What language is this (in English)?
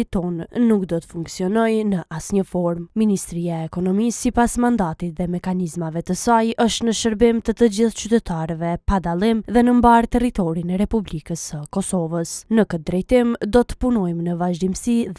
Albanian